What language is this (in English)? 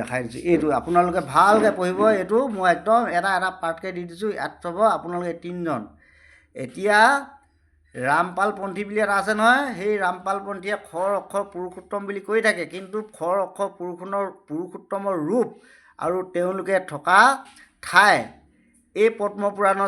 Assamese